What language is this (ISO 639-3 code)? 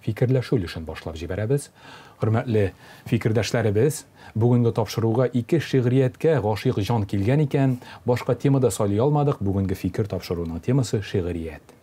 tat